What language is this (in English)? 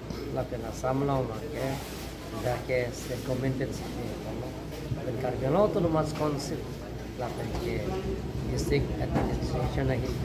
Karbi